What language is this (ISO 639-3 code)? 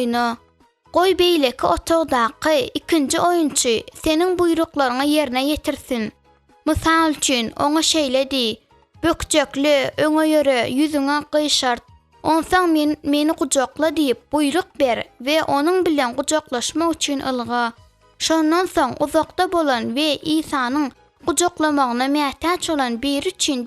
tuk